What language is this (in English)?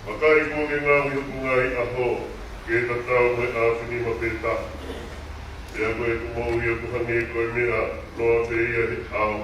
Tongan